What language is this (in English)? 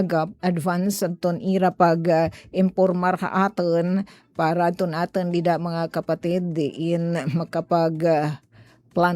Waray